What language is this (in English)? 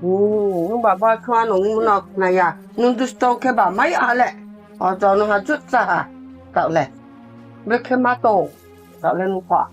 Riang (India)